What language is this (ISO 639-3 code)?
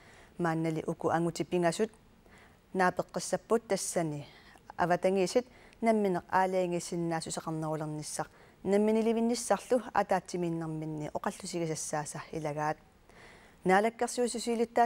kal